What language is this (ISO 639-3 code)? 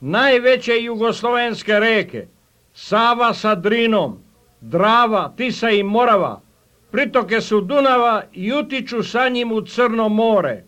srp